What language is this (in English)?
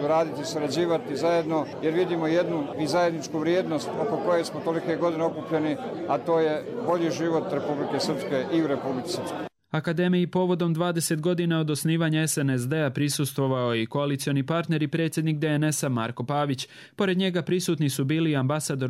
Croatian